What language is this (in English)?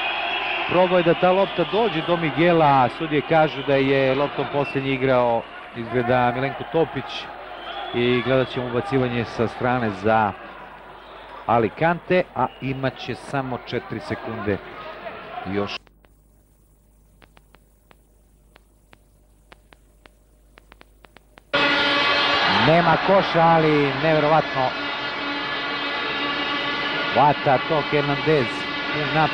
Serbian